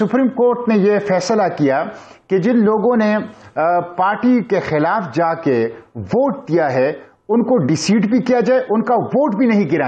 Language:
Urdu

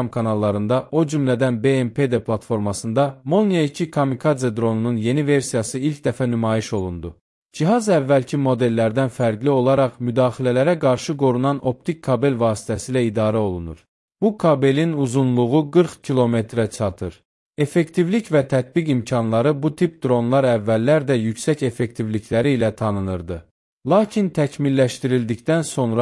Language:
Azerbaijani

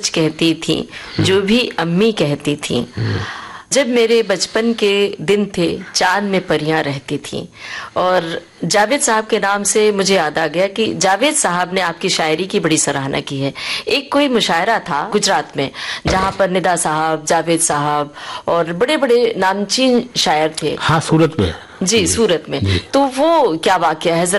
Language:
Hindi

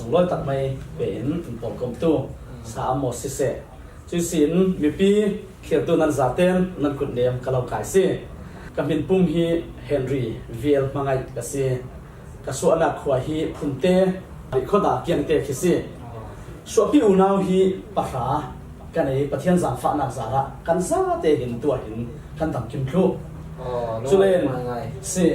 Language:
Falam Chin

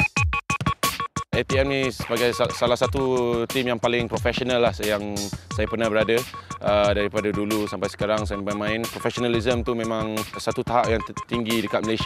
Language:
Malay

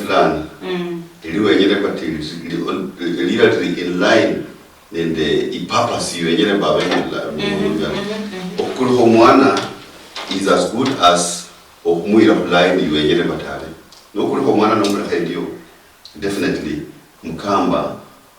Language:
Luyia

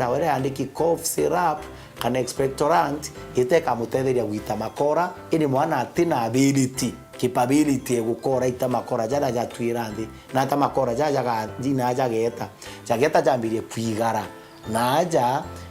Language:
Meru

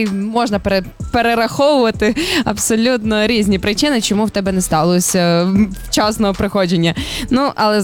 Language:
Ukrainian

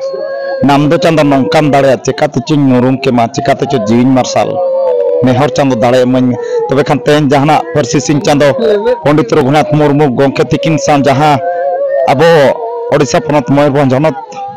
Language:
Santali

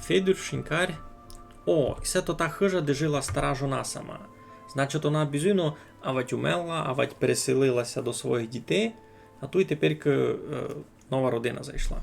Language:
Rusyn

